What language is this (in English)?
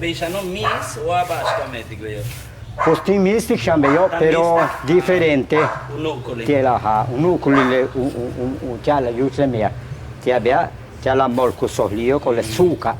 Yucateco